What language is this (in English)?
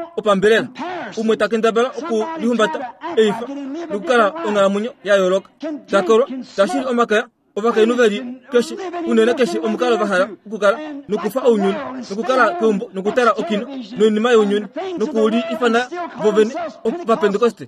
Kuanyama